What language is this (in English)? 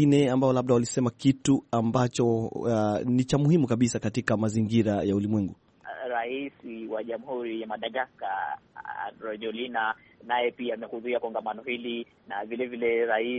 Swahili